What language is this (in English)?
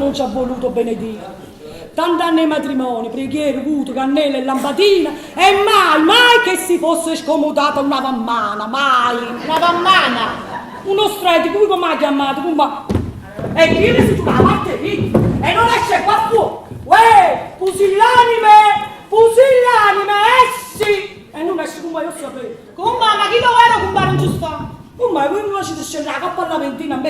Neapolitan